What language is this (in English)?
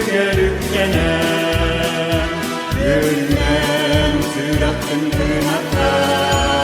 Yakut